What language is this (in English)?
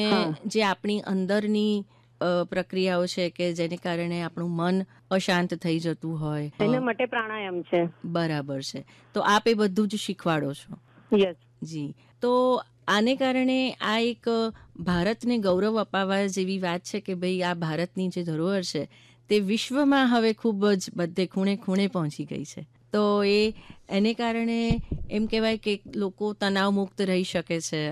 Gujarati